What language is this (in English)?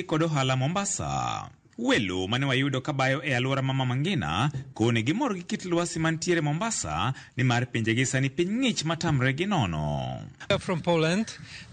Luo (Kenya and Tanzania)